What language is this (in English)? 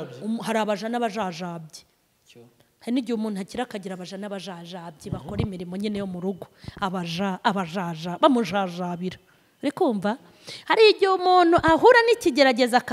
Kinyarwanda